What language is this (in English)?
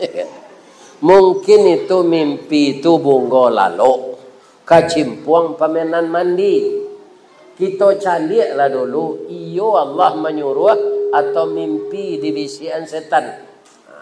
Minangkabau